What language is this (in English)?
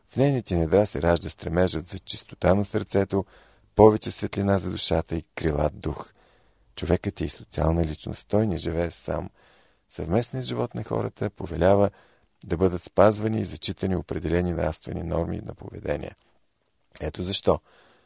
Bulgarian